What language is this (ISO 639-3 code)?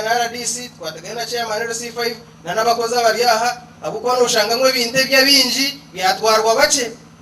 nyn